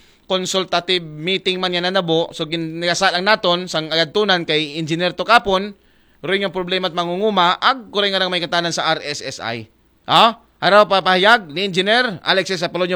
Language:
Aklanon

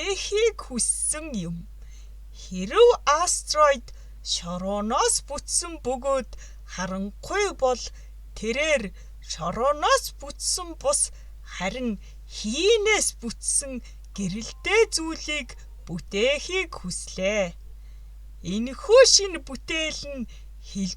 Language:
Mongolian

